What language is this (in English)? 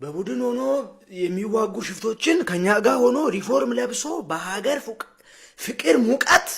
Amharic